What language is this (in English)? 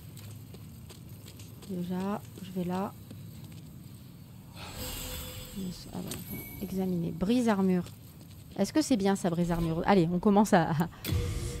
French